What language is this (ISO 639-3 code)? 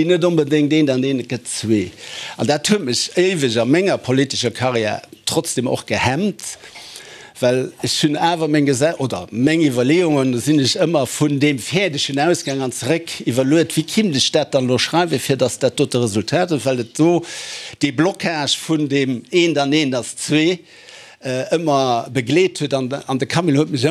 ltz